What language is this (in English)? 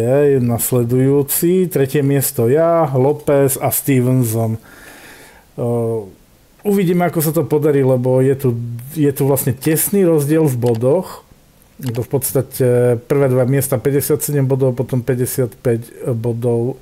Slovak